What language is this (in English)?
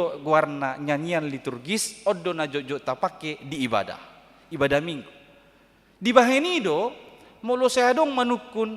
Batak Toba